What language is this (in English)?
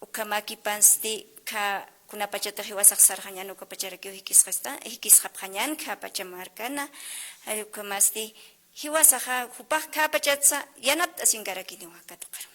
Aymara